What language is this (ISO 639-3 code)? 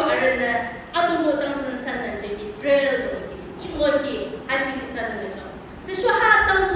yim